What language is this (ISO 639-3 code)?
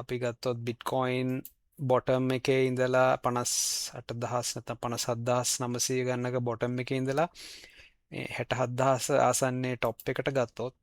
sin